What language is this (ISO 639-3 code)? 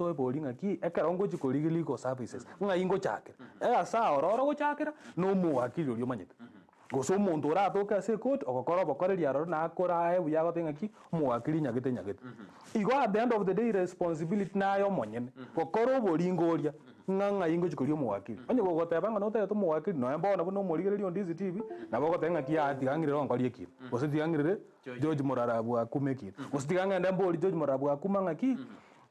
guz